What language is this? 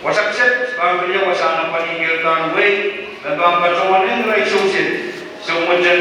Pohnpeian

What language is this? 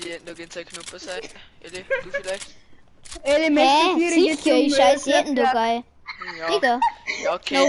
Bavarian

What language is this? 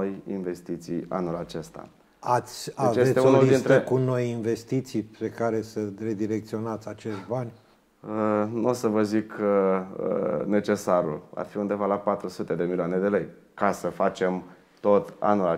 Romanian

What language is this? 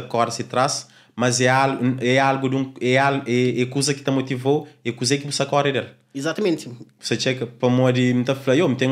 Kabuverdianu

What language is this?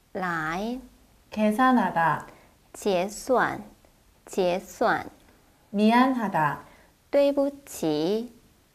Korean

